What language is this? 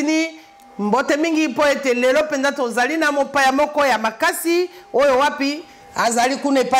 Lingala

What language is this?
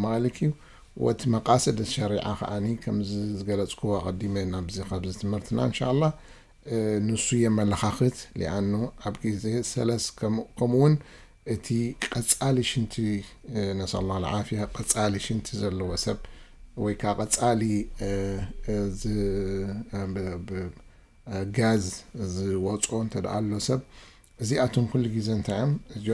Tigrinya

